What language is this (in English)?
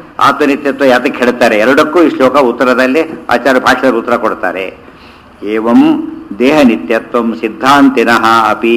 Kannada